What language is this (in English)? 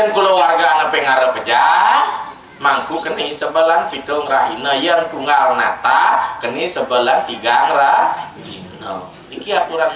Balinese